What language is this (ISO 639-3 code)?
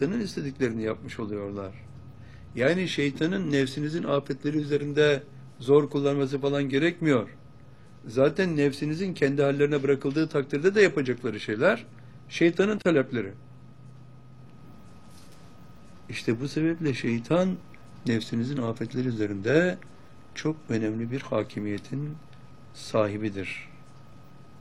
tur